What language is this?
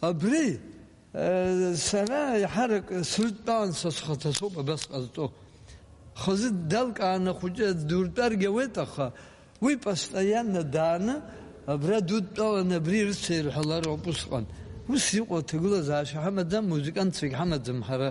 Abkhazian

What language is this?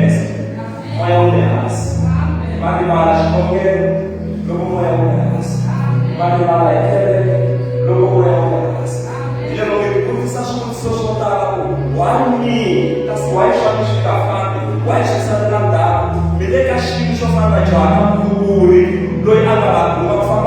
Tsonga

